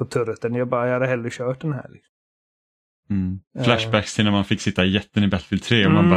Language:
Swedish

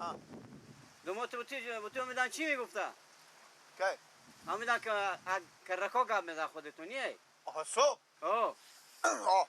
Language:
Persian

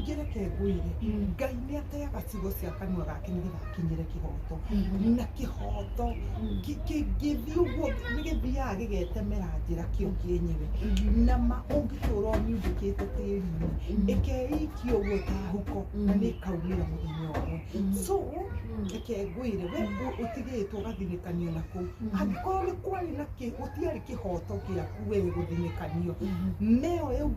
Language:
Kikuyu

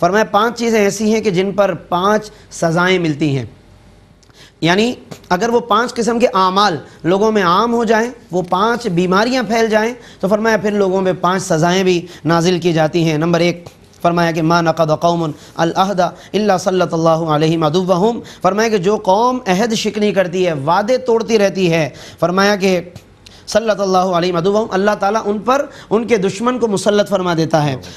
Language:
Urdu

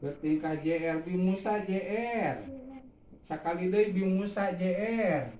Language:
Sundanese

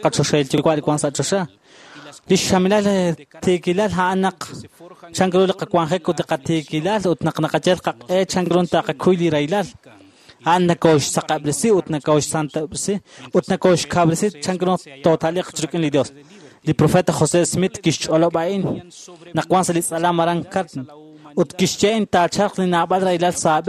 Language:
Kekchí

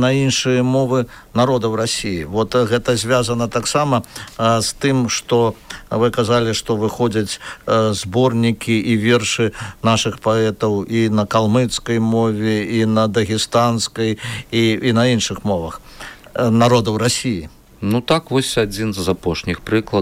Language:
Belarusian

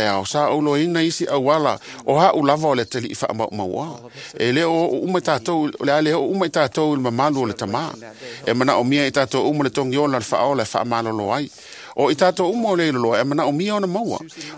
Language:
Samoan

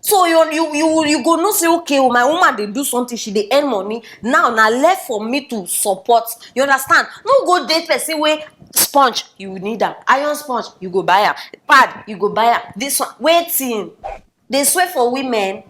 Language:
Nigerian Pidgin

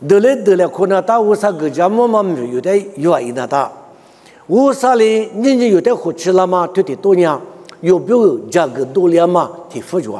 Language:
Lisu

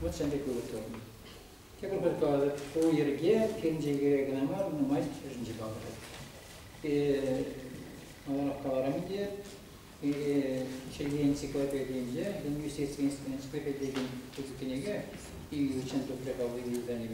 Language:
Chuvash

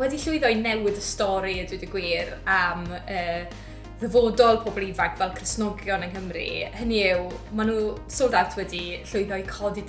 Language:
Welsh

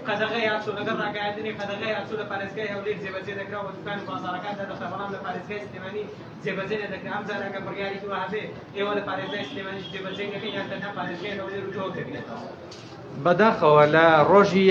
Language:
Central Kurdish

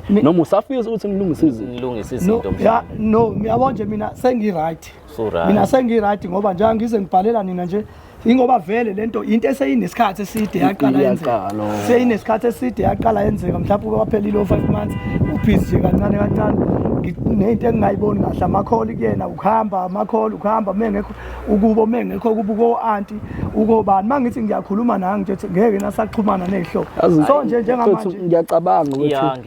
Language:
Zulu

